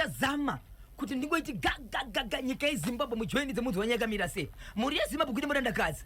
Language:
Shona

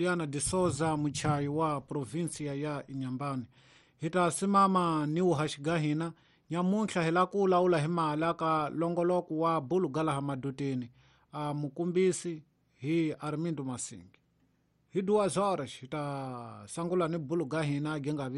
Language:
Tsonga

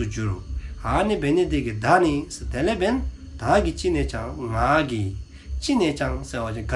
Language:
Dzongkha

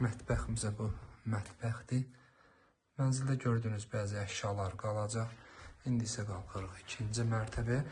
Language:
Azerbaijani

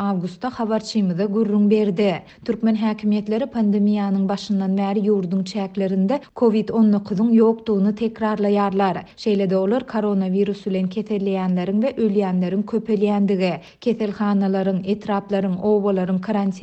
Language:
Turkmen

